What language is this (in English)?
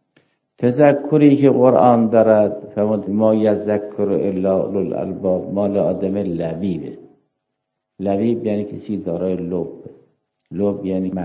Persian